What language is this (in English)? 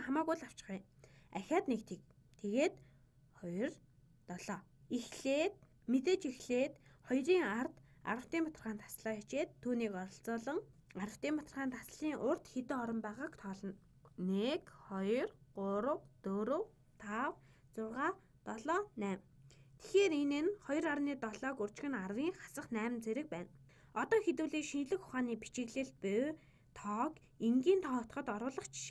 Mongolian